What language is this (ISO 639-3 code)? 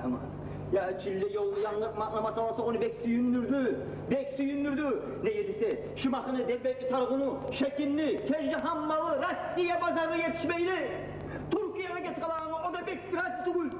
kum